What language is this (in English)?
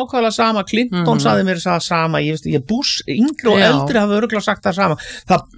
Icelandic